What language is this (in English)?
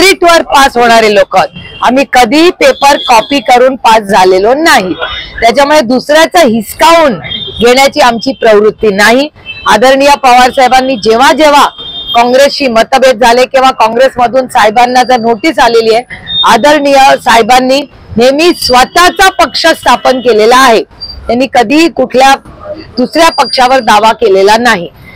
Marathi